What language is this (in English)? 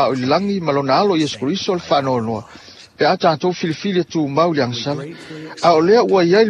Samoan